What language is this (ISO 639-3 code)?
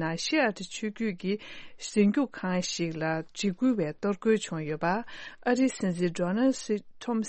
bod